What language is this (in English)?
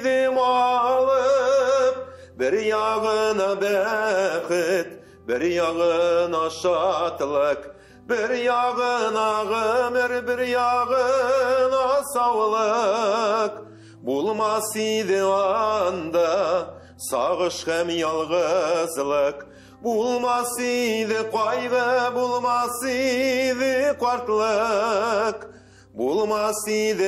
Tatar